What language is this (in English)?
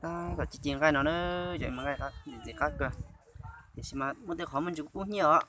Hmong